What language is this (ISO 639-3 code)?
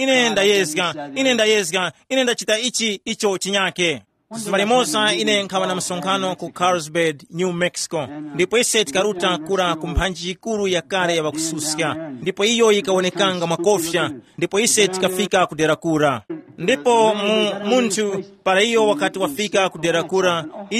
tum